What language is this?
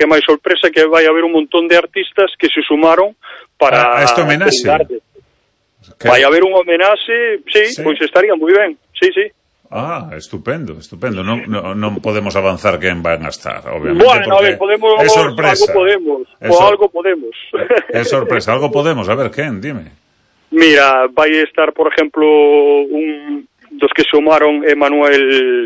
Galician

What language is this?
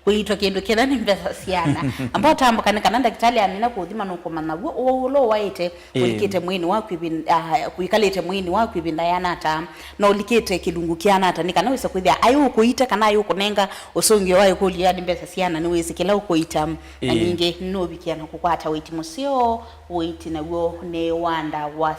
Kamba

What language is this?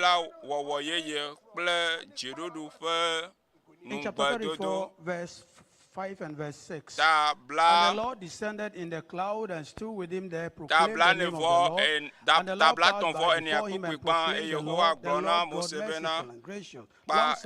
Ewe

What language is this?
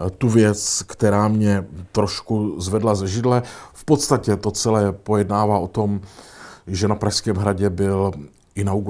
Czech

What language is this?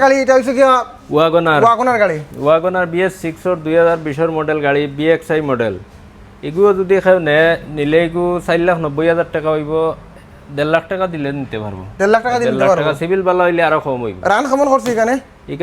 Sylheti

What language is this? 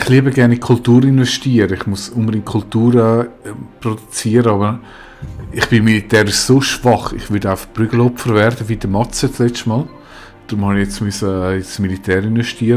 Swiss German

